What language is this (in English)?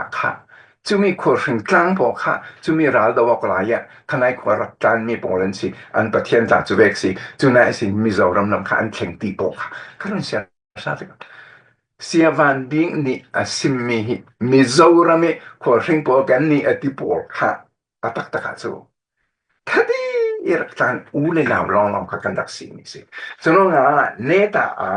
Falam Chin